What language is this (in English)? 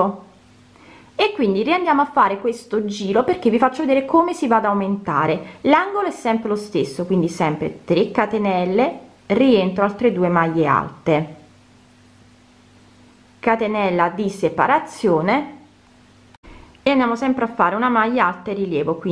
Italian